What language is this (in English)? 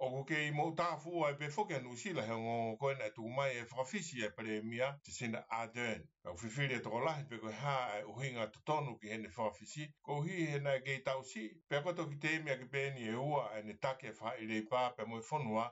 Tongan